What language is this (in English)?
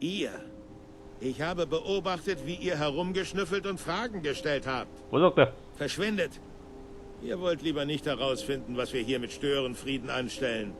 Bavarian